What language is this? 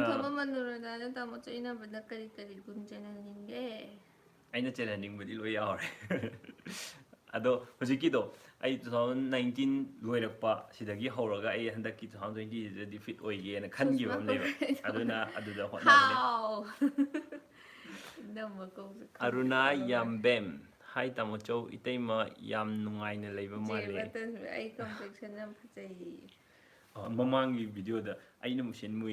Manipuri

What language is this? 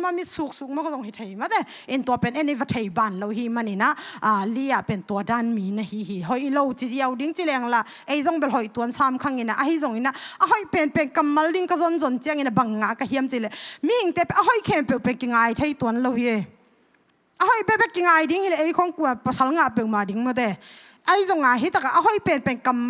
Tedim Chin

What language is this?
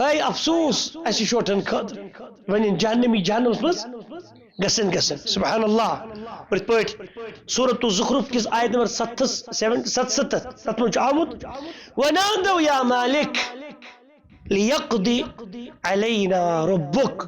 Kashmiri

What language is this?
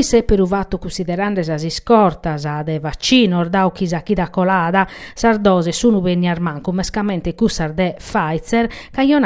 Sardinian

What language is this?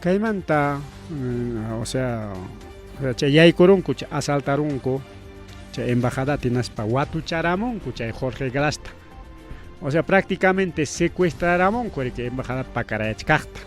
Ayacucho Quechua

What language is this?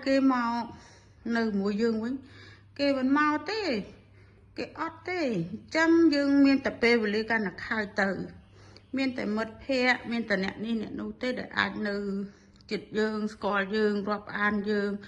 Khmer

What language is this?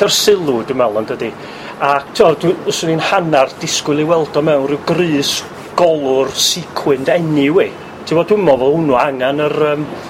Welsh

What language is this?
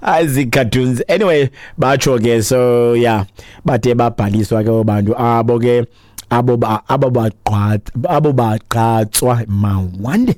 Xhosa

